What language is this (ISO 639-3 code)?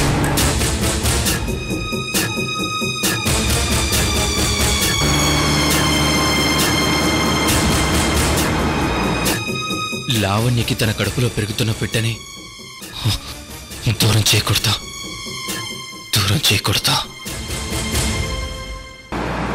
tel